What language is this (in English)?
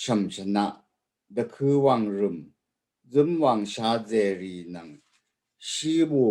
Rawang